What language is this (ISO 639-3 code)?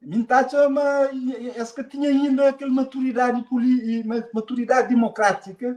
kea